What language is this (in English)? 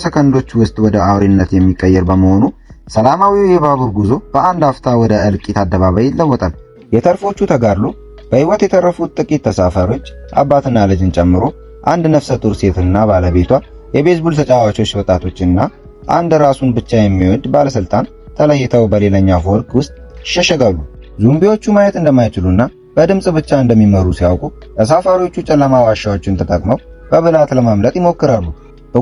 Amharic